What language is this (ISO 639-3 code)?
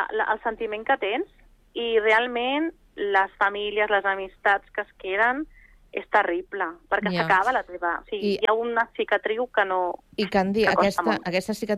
cat